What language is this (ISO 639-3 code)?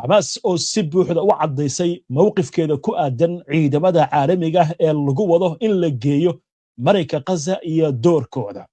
som